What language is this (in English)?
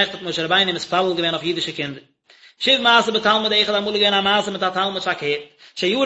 Yiddish